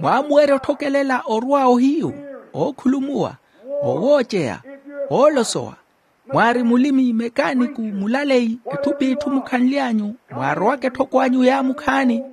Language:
Makhuwa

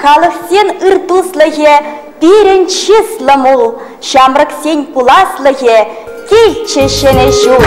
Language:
Chuvash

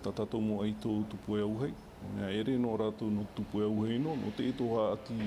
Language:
Tahitian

